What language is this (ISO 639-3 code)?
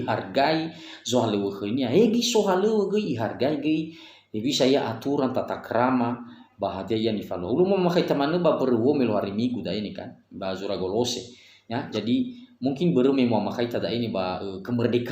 nia